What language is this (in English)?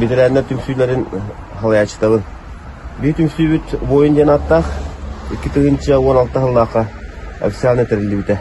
Yakut